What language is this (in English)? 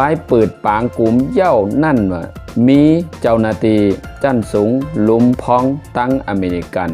Shan